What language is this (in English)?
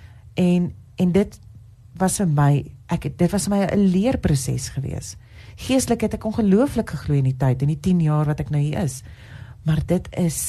Afrikaans